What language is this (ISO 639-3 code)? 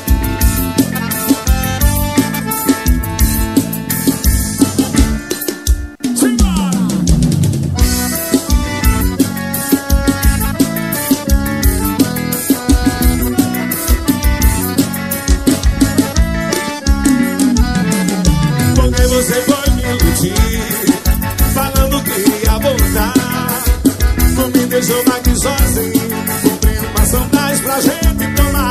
por